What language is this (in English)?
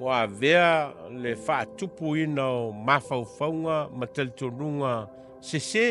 Samoan